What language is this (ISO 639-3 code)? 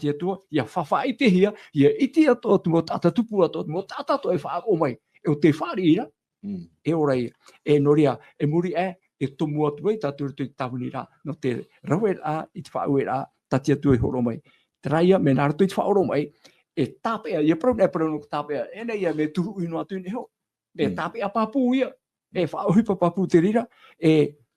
tah